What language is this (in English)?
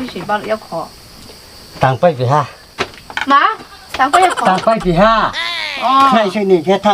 Riang (India)